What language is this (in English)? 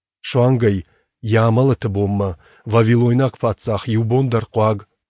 Ossetic